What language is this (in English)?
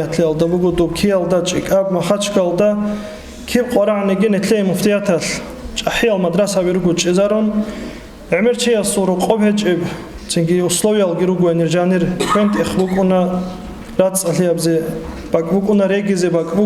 Avaric